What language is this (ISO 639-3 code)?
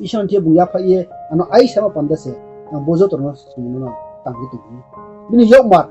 ria